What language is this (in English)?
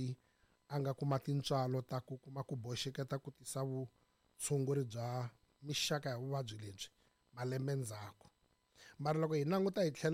Tsonga